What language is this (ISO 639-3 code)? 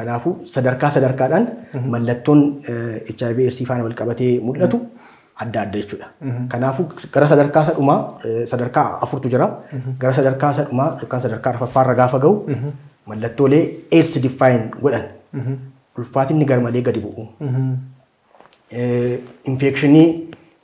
orm